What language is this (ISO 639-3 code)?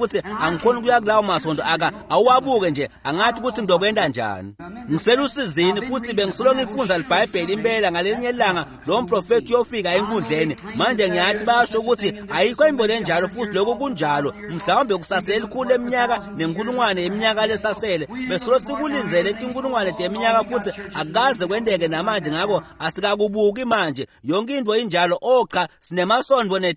ssw